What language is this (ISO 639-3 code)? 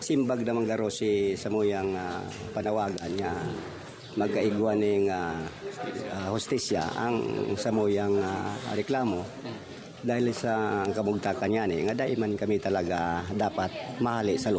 bik